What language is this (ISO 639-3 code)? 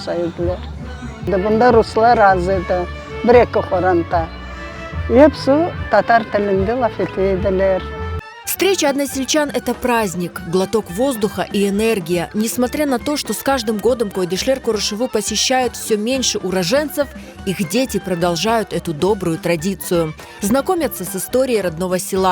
crh